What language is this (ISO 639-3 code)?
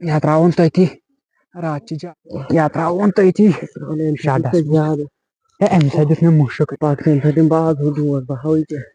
kas